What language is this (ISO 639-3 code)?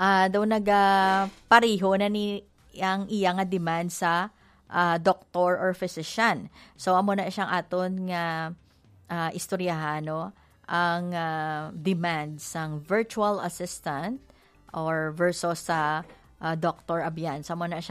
hil